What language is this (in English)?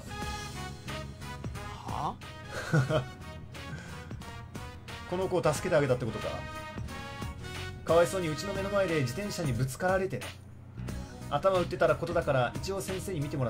Japanese